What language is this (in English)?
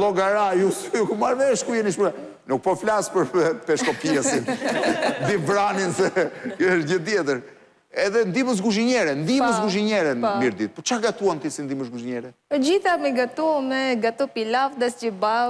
Albanian